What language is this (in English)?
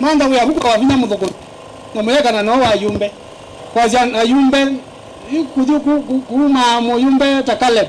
Kamba